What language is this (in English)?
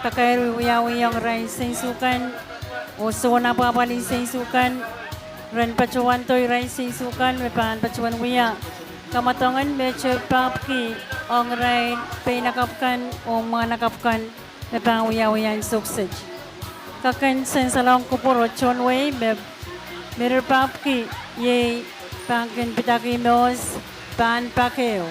Pohnpeian